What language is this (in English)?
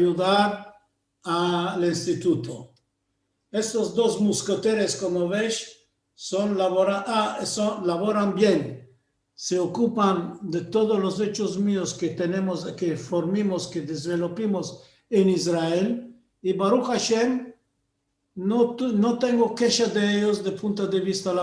Ladino